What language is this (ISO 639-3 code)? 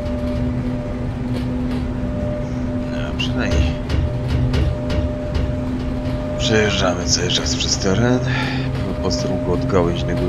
pol